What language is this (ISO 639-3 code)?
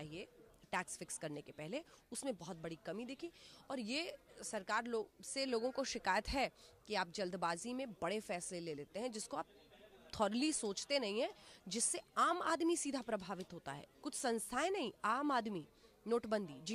hin